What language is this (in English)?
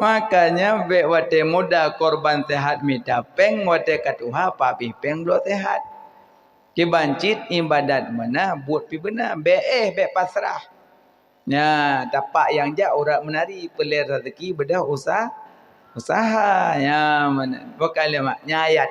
Achinese